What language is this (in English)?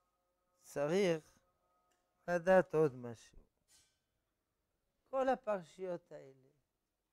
Hebrew